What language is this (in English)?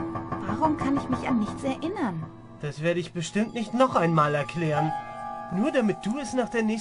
Swiss German